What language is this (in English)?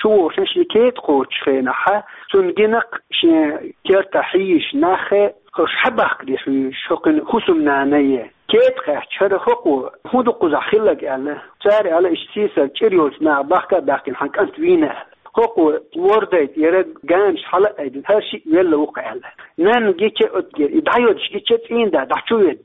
Chechen